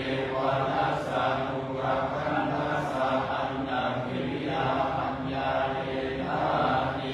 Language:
Pali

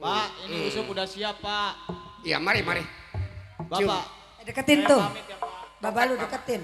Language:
Betawi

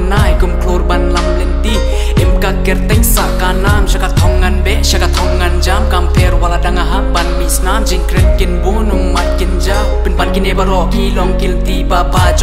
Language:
Khasi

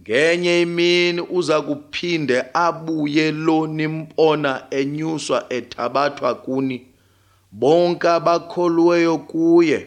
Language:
Xhosa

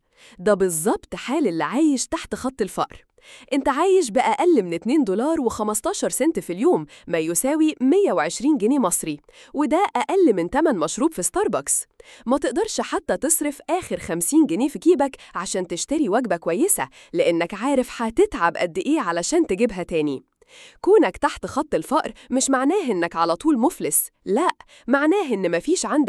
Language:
Egyptian Arabic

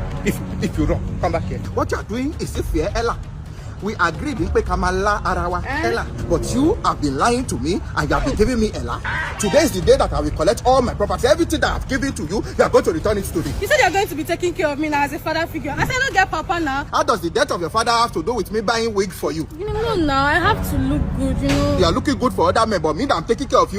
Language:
Nigerian Pidgin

